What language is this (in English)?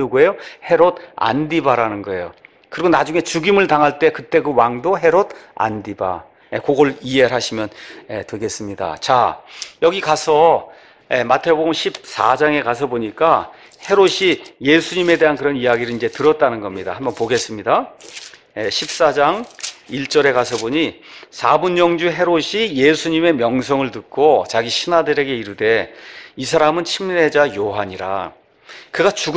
Korean